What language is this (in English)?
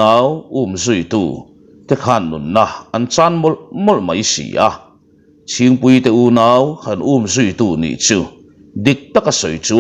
Mizo